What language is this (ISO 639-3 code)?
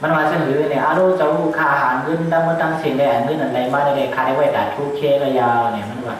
shn